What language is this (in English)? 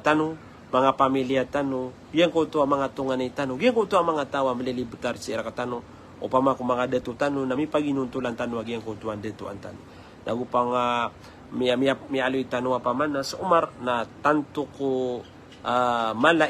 Maranao